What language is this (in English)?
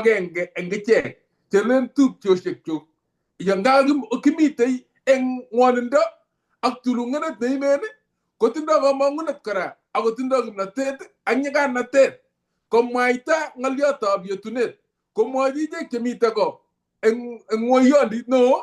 Kalenjin